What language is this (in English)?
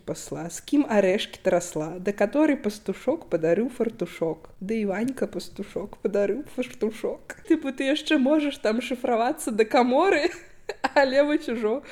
Belarusian